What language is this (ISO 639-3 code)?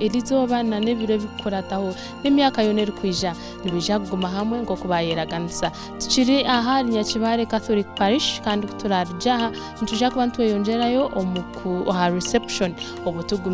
nyn